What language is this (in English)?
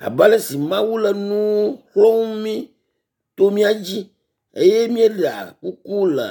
Ewe